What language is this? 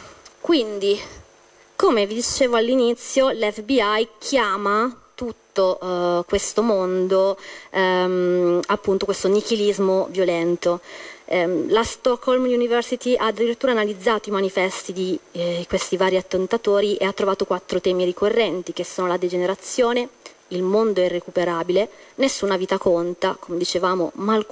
Italian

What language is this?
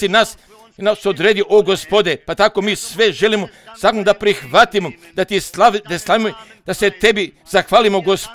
Croatian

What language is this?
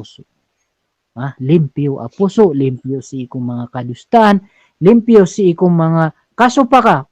Maranao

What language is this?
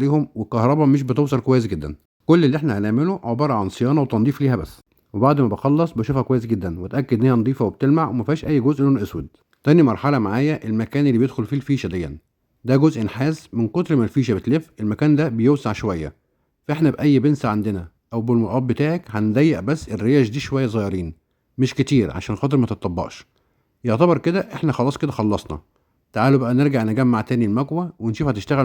Egyptian Arabic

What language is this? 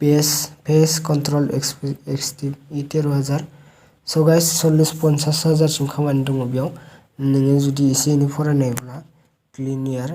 Bodo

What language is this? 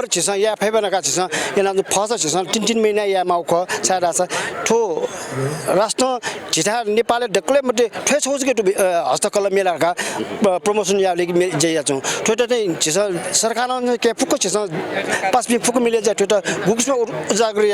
Newari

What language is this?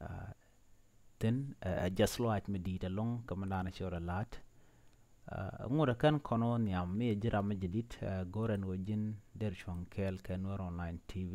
Nuer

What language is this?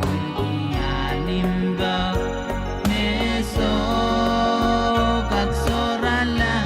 Pohnpeian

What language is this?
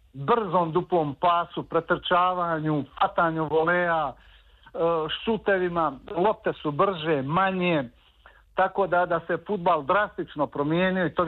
Serbian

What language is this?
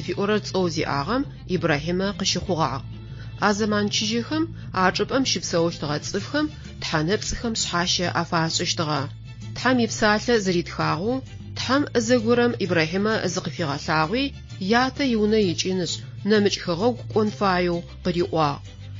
Adyghe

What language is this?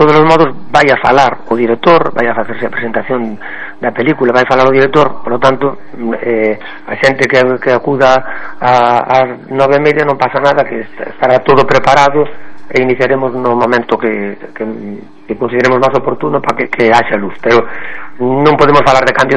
Galician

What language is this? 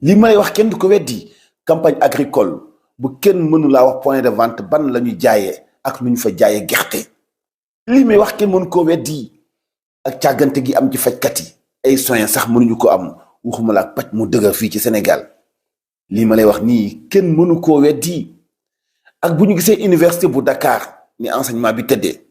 Wolof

